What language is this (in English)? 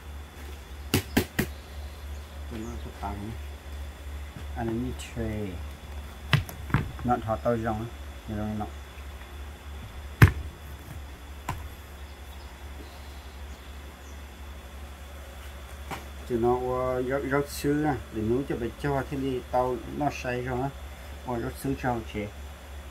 Vietnamese